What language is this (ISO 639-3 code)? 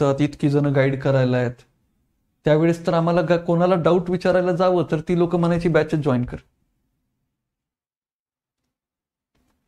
mar